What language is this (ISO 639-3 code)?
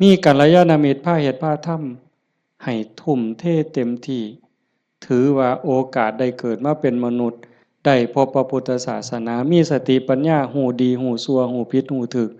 tts